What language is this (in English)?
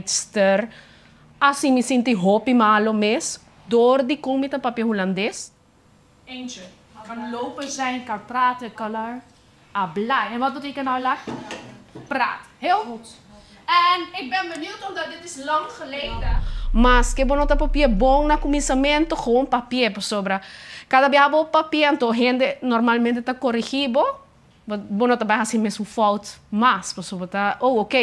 Papiamento